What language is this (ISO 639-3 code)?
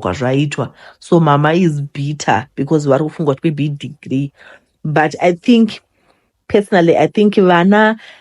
sna